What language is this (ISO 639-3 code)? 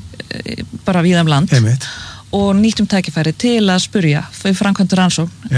isl